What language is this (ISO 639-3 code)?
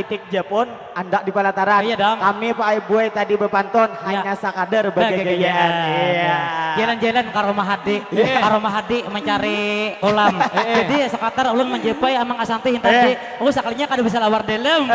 bjn